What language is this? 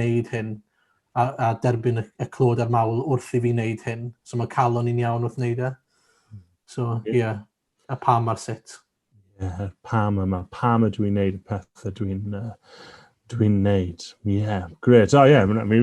Welsh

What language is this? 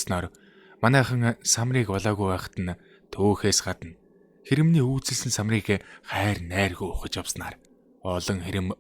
Mongolian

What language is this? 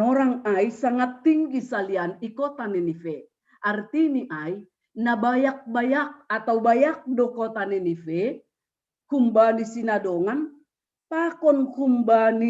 Batak Simalungun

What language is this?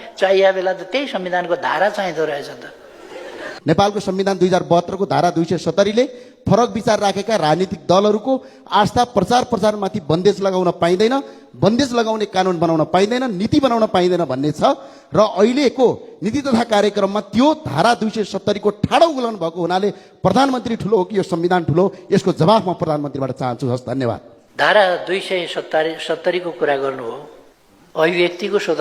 Nepali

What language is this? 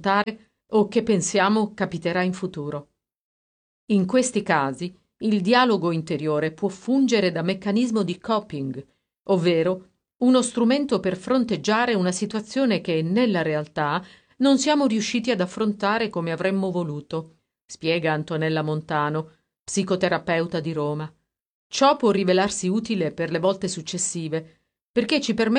Italian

